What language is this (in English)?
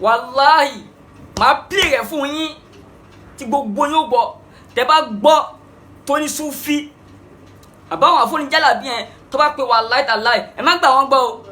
Yoruba